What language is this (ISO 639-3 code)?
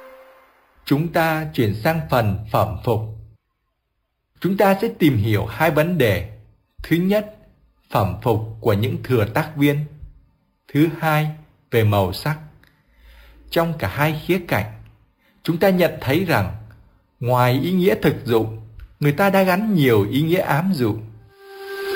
vie